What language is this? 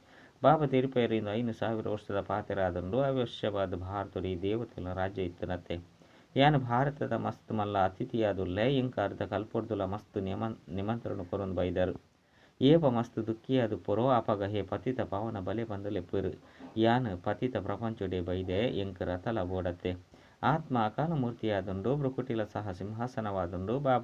Tulu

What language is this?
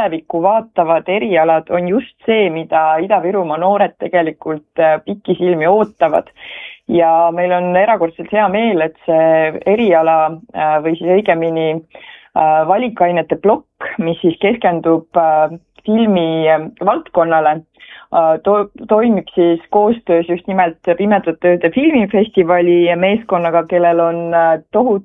Estonian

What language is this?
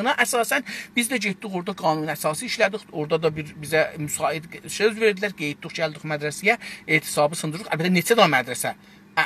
South Azerbaijani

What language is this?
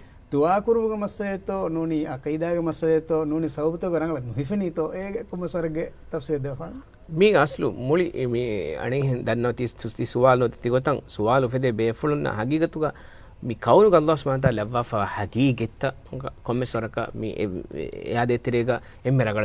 Divehi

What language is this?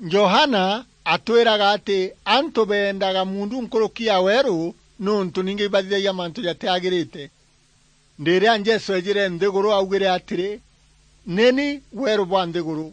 Meru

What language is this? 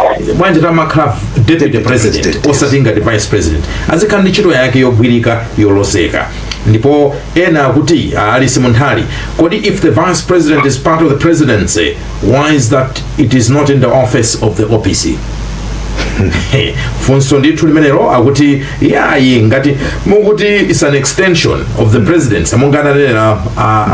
Nyanja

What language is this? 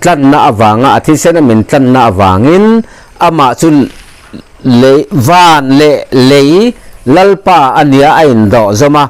Mizo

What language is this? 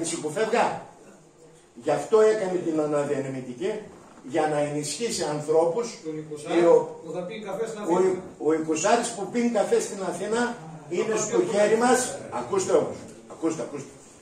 Greek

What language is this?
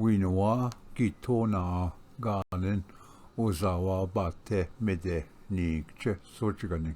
Ojibwa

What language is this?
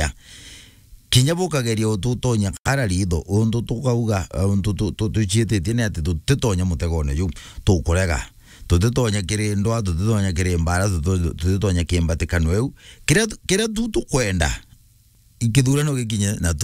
Meru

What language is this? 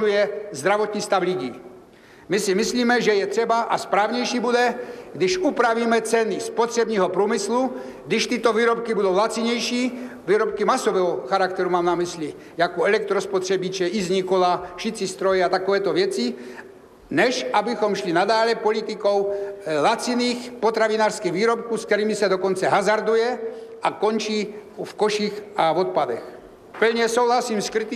Czech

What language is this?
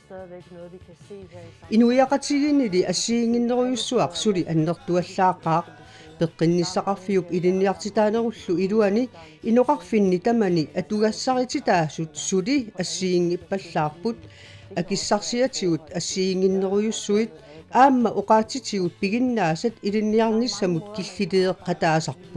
Kalaallisut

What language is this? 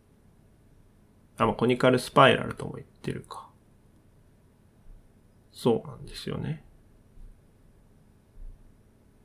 Japanese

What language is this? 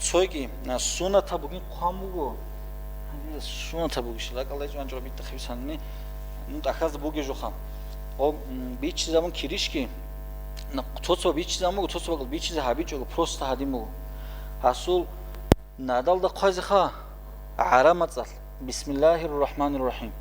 Avaric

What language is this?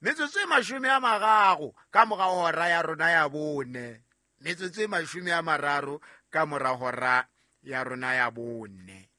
Southern Sotho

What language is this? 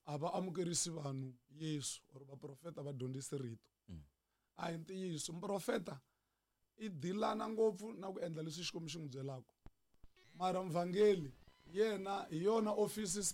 Tsonga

